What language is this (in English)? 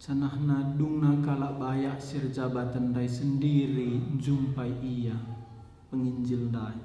Batak Karo